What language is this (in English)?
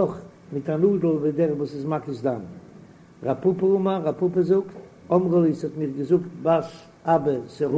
Yiddish